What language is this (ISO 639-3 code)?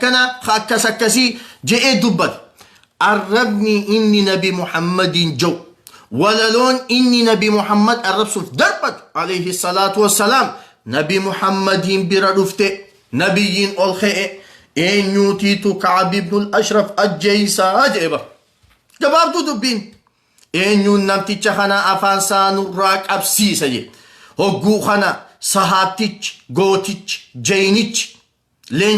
orm